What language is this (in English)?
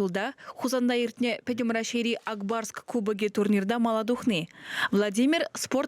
Chuvash